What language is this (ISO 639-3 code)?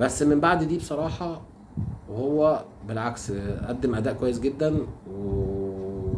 arz